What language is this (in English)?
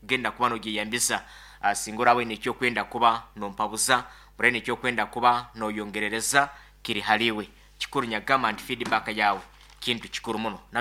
Nyankole